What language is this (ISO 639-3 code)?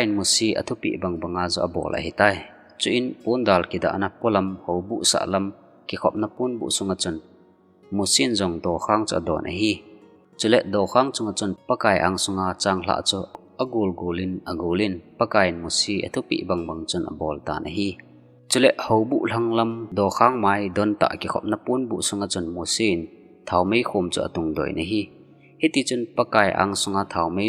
tcz